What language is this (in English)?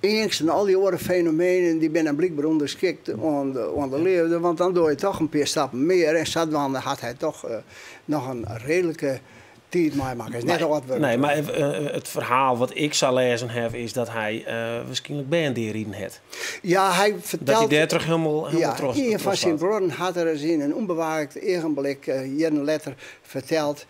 Western Frisian